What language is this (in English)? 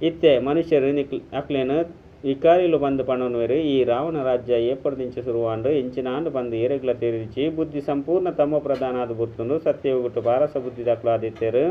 Tulu